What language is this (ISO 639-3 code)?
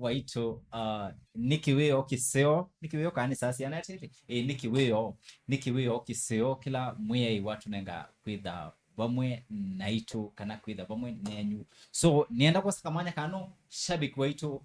kam